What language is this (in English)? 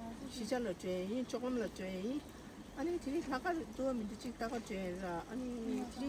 Tibetan